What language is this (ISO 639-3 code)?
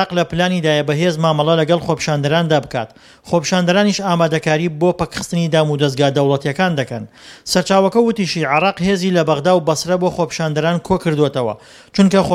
ckb